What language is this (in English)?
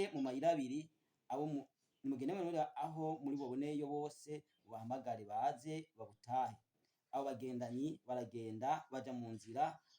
Rundi